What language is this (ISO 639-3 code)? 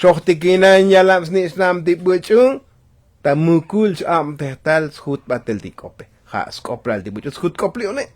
tzo